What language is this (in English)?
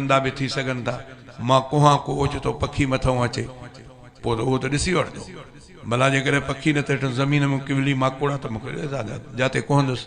Sindhi